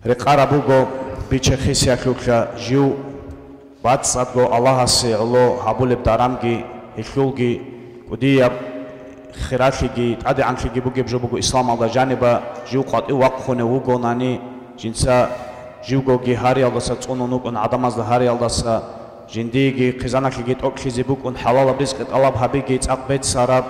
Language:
Avaric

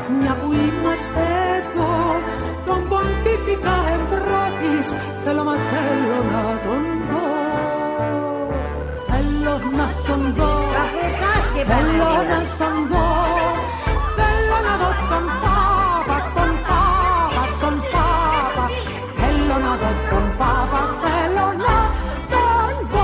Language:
Greek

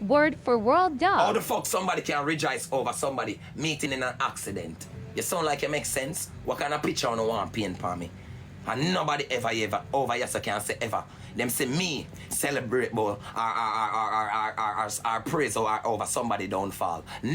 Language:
Jamaican Creole English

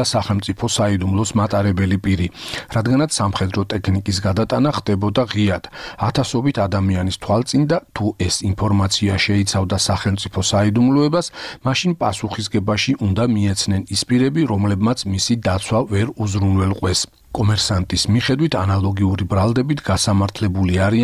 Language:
Georgian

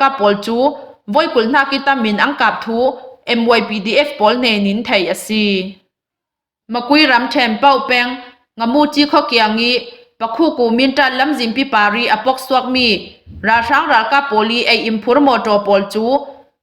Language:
Falam Chin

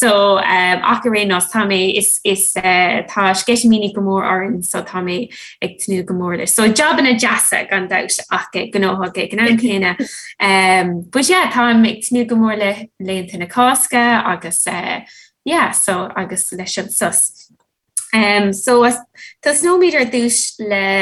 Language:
Irish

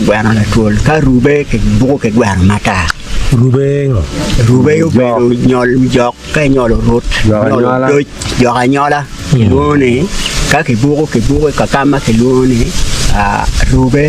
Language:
Acoli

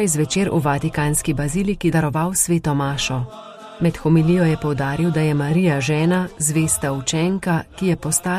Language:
Slovenian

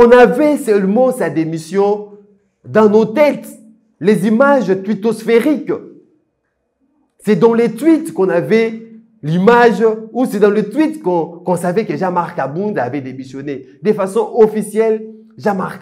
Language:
French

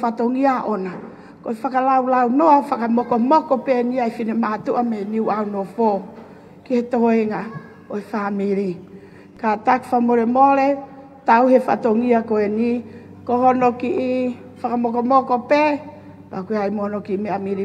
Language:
Tongan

